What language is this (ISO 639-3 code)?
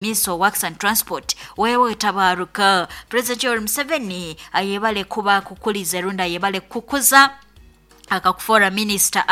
nyo